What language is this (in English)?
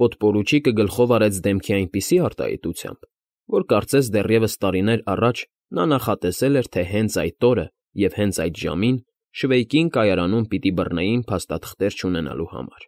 Armenian